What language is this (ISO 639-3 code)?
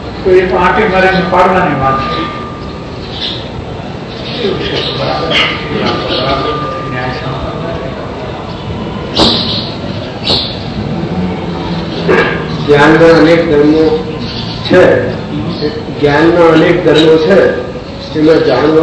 guj